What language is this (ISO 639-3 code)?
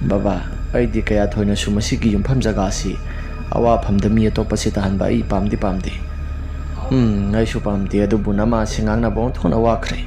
mni